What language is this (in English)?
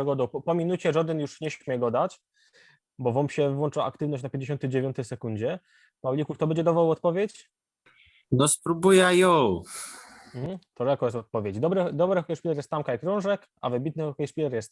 Silesian